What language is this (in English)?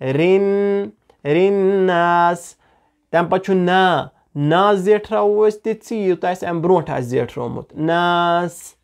Kashmiri